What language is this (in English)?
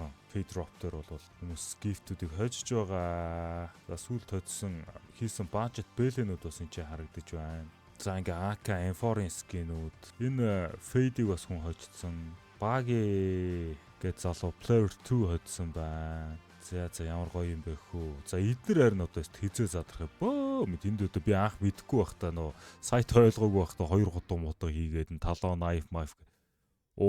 Mongolian